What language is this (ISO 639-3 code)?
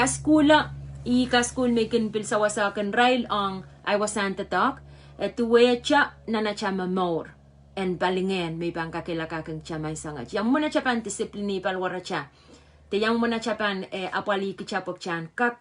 pon